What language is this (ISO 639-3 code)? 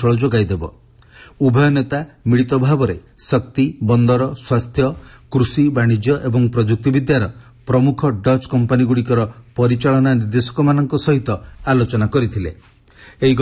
ori